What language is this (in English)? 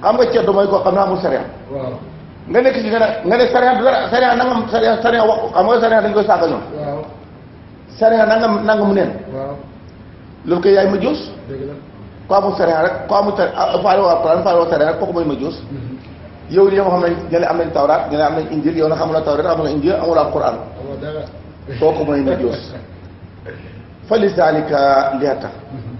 Wolof